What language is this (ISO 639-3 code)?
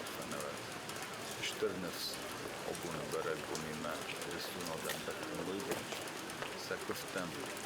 oss